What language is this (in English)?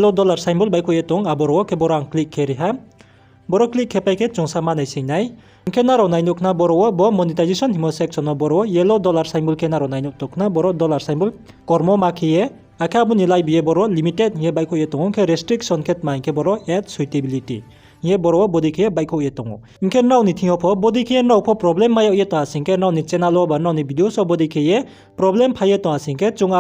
Riang (India)